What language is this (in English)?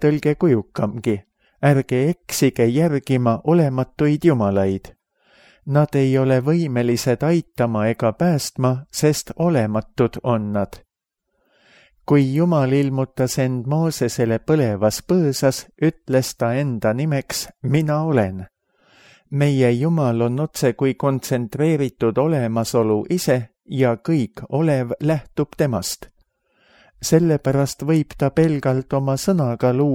Estonian